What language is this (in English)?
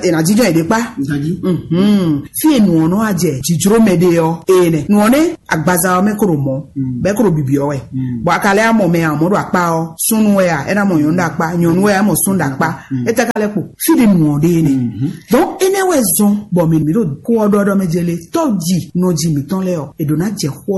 Fon